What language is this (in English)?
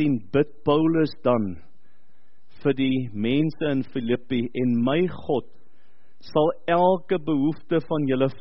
Afrikaans